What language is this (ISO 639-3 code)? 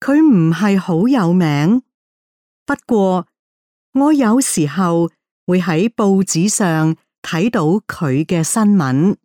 yue